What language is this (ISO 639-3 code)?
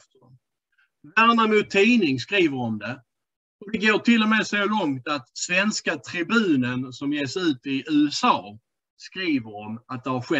swe